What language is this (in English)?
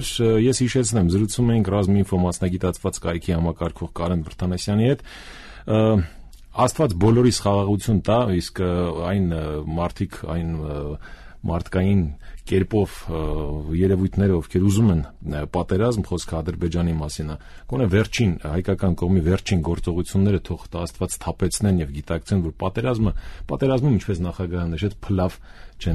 Armenian